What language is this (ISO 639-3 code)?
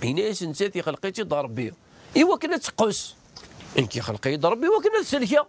kab